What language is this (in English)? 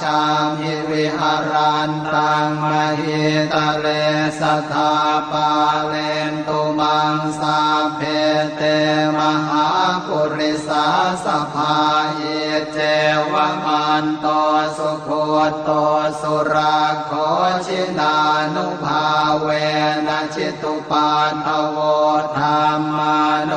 Pali